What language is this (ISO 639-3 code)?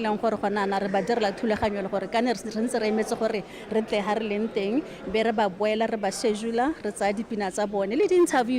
tsn